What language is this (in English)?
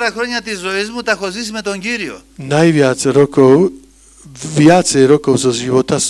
Slovak